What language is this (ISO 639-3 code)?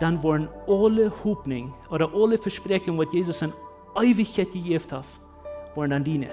pdt